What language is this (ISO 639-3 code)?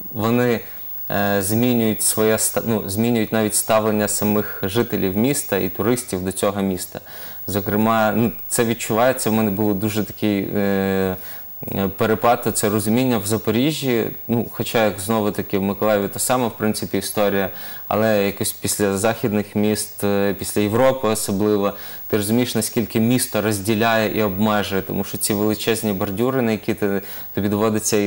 ukr